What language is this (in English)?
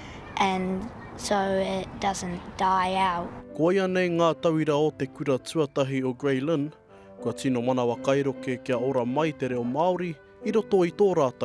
Māori